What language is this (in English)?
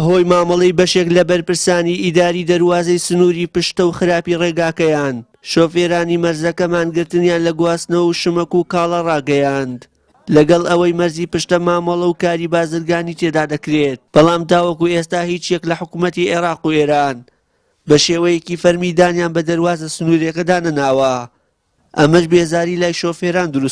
Central Kurdish